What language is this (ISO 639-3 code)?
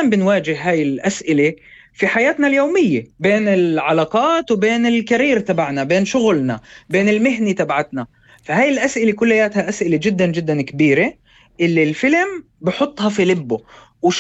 apc